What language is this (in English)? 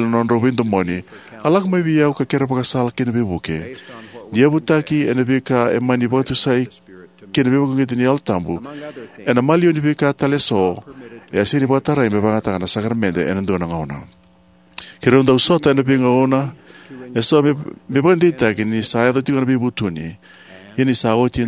Fijian